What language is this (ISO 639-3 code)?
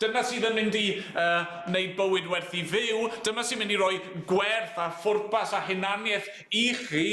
cym